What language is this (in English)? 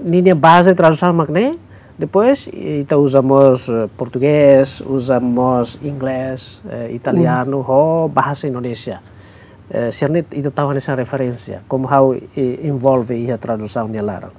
Tetum